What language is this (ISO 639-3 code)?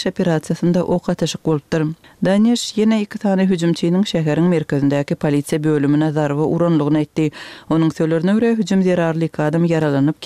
tuk